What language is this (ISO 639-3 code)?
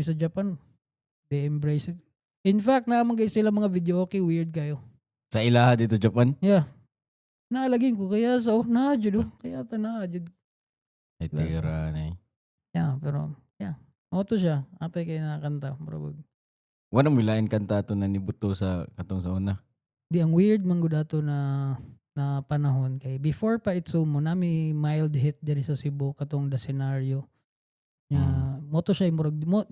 ceb